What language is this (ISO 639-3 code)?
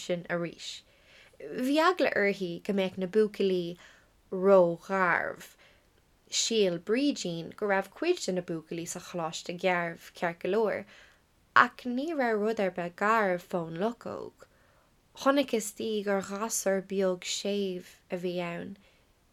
gle